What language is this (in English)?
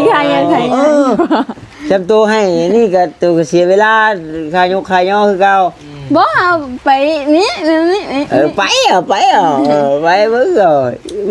Northeastern Thai